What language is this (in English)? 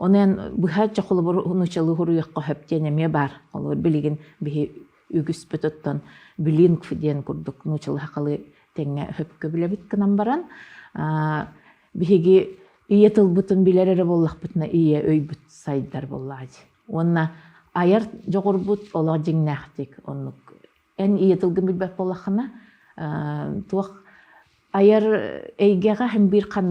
Yakut